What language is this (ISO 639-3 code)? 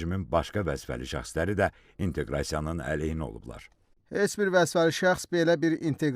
aze